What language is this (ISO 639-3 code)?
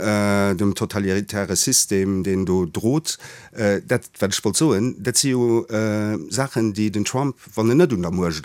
ltz